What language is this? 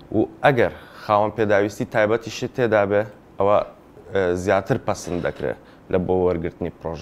Central Kurdish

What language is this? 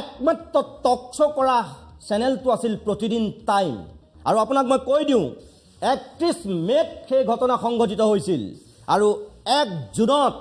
Assamese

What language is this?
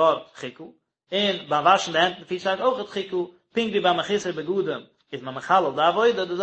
Yiddish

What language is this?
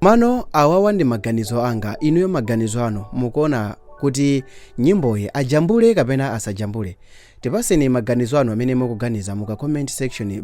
Nyanja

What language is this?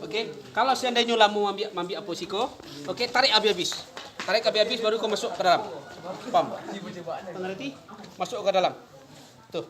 Minangkabau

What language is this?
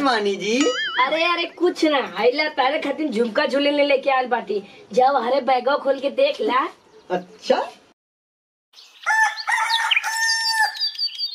Bhojpuri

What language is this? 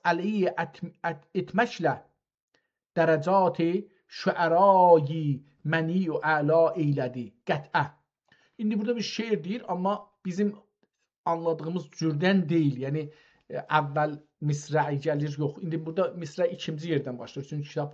South Azerbaijani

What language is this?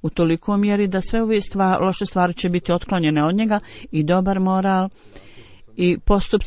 Bosnian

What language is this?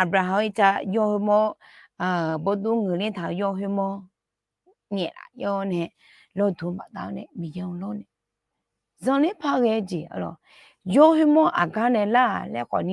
Akha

